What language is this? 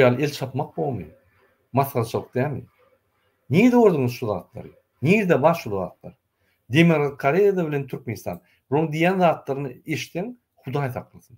Turkmen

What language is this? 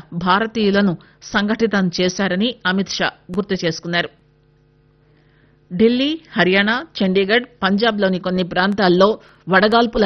Telugu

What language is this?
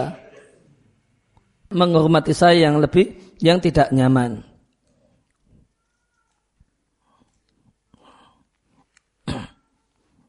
Indonesian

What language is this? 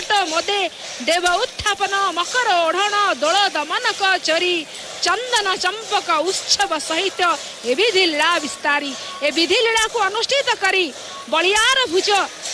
Odia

